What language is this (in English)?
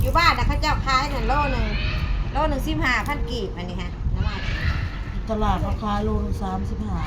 Northeastern Thai